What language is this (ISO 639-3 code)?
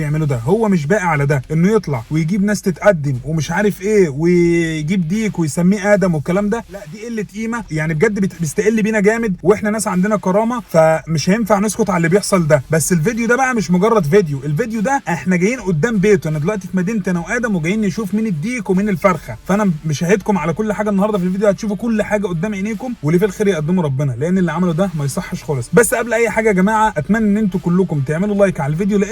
arz